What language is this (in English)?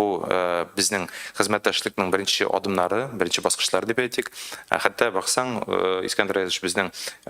Tatar